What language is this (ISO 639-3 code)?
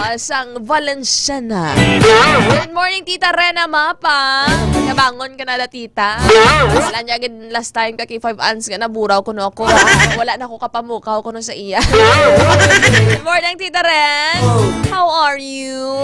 hil